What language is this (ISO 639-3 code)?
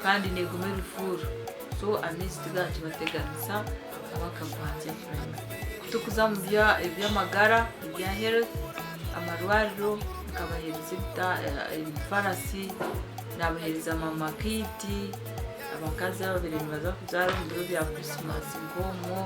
nyn